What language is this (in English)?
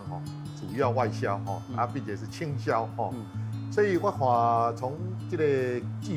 Min Nan Chinese